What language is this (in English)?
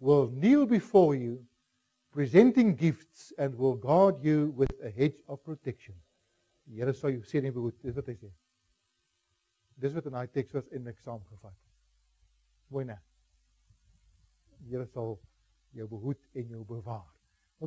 Afrikaans